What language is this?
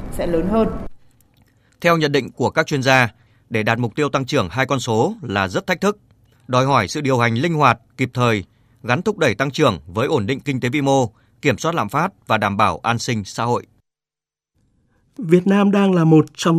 Vietnamese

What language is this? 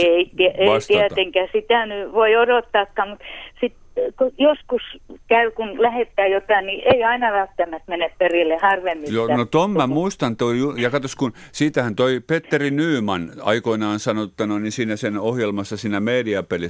Finnish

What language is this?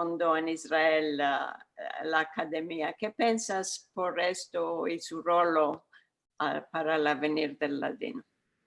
Ladino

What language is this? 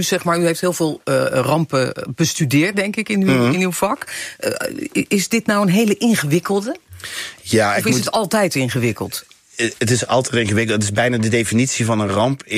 Dutch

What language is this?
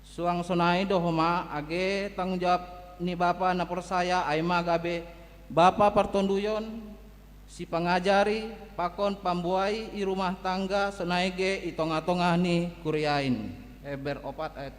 Batak Simalungun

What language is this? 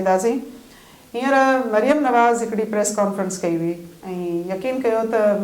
Sindhi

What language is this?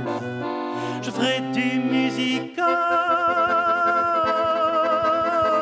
French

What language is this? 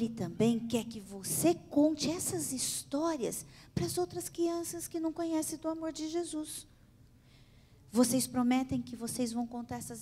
Portuguese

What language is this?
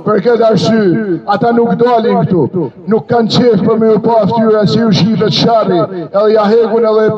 Albanian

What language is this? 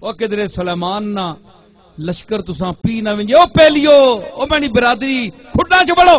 Western Panjabi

